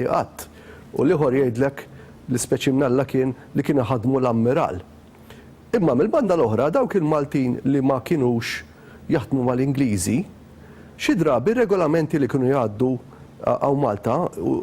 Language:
Maltese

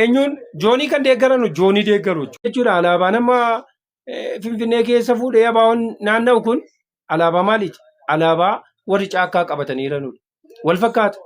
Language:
Oromo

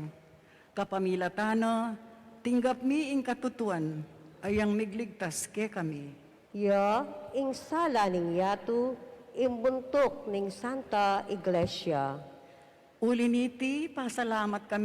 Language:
Pampanga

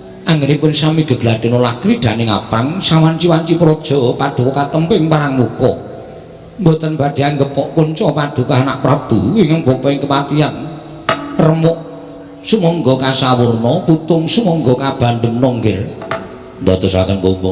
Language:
Javanese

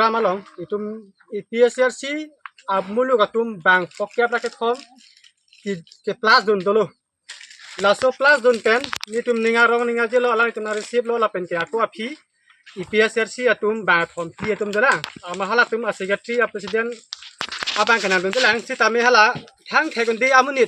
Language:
Karbi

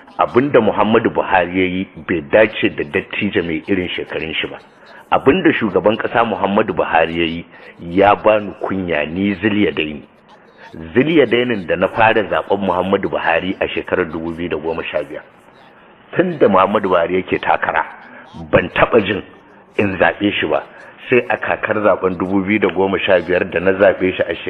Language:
Hausa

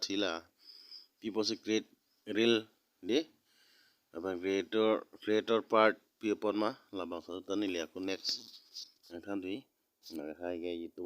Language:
Karbi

